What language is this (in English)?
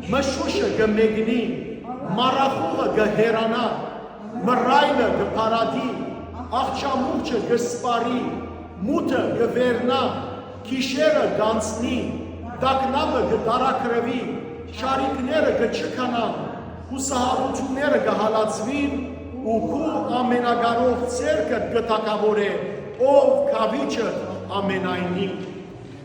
Western Armenian